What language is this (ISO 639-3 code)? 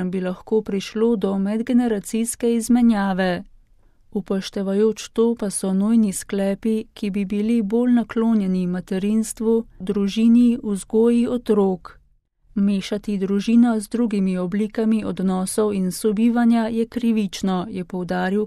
slv